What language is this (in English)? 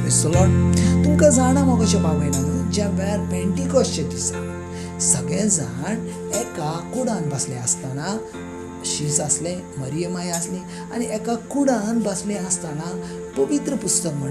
Konkani